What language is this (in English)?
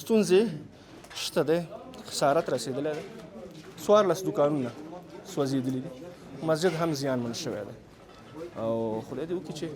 Pashto